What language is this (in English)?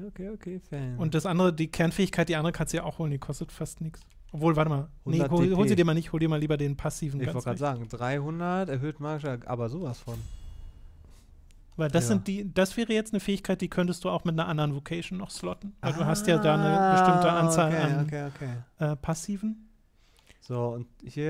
German